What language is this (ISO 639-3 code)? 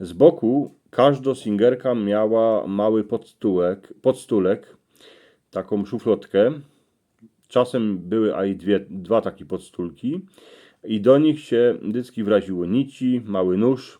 szl